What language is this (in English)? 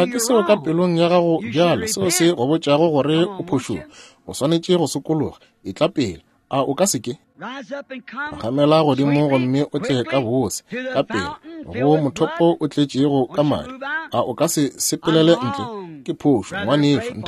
Northern Sotho